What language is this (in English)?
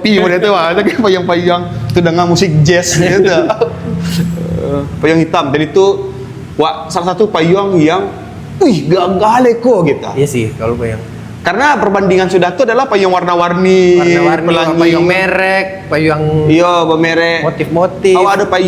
Minangkabau